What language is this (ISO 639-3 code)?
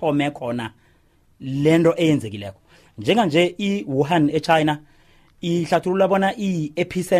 nbl